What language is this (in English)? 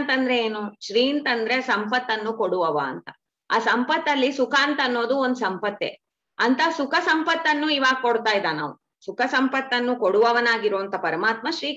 Kannada